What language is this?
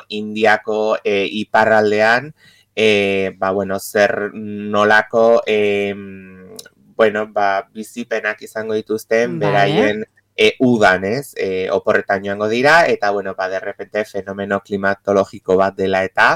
Basque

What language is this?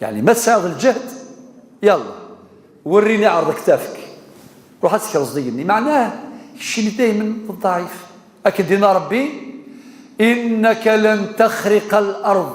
Kabyle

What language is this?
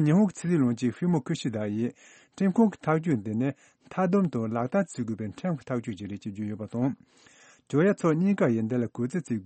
Tibetan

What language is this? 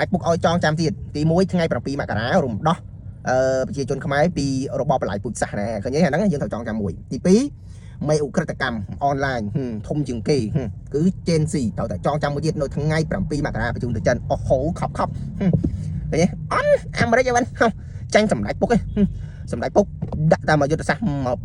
Khmer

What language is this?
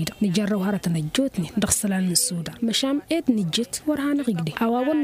Tamasheq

